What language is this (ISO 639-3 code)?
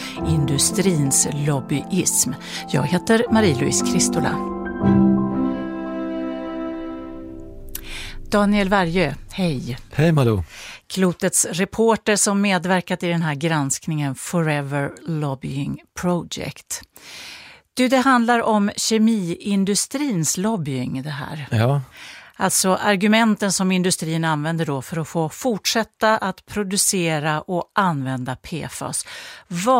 swe